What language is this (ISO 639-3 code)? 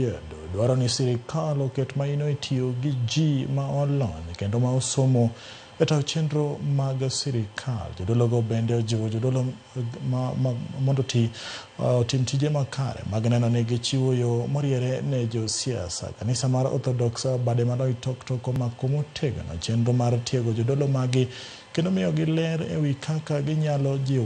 luo